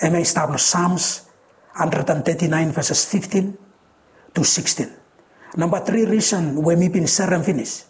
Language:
Bislama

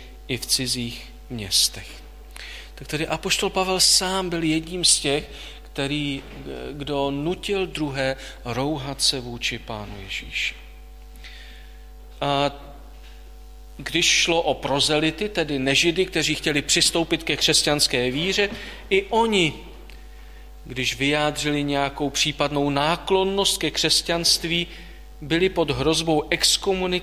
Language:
Czech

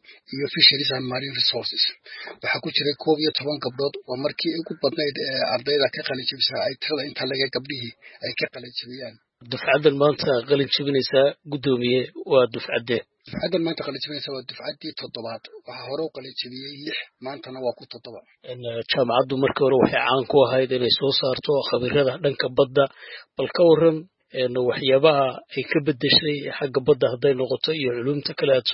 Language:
Somali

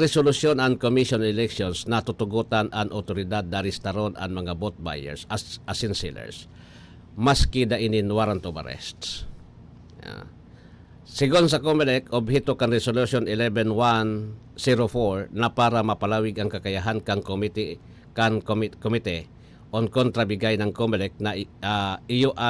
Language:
Bikol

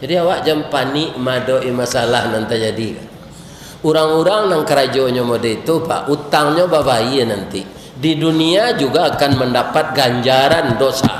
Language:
Minangkabau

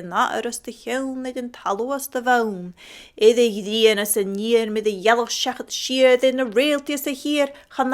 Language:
Scottish Gaelic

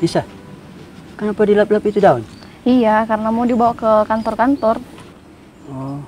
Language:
Makassar Malay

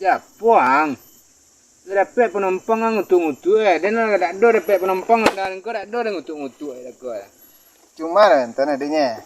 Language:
Minangkabau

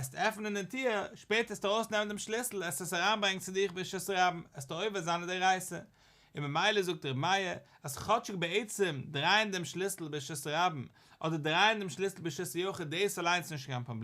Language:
Yiddish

